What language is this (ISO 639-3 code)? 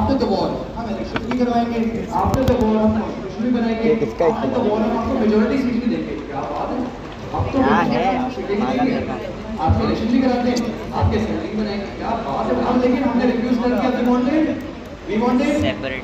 hin